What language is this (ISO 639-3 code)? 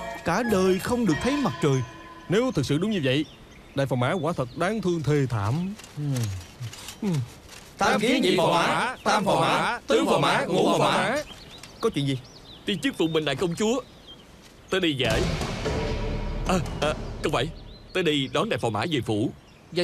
vie